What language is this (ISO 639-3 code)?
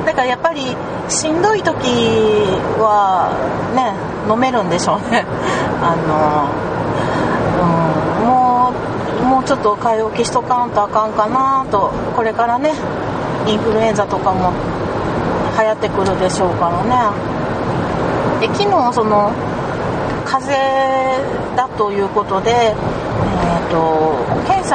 jpn